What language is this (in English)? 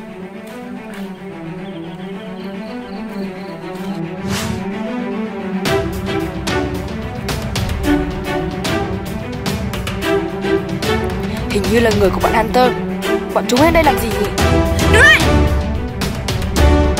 Vietnamese